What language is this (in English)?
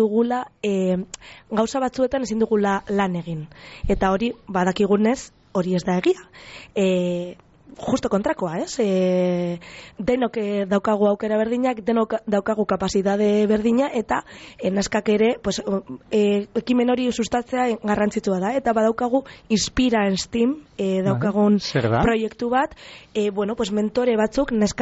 Basque